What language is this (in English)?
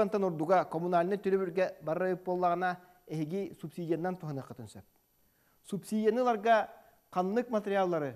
Yakut